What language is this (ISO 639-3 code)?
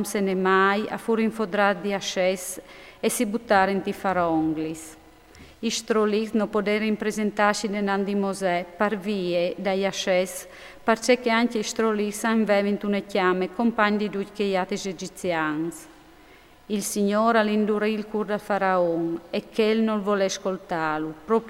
fur